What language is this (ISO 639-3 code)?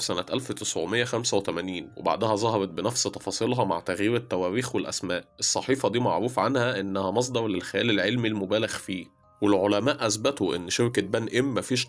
arz